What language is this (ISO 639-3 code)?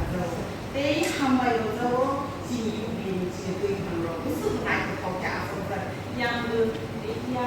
trp